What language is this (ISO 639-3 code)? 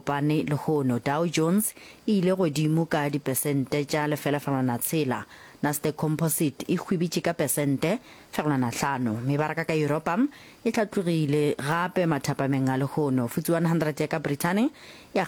nso